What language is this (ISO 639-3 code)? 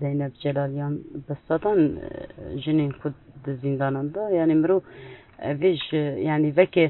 kur